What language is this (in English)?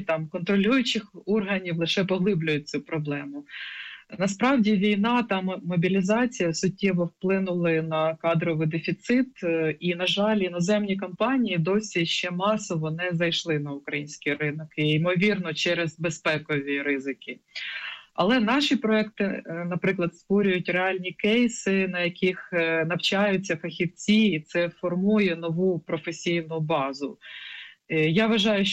Ukrainian